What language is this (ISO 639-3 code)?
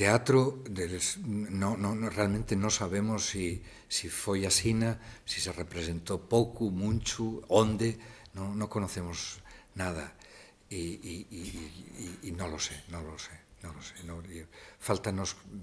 ast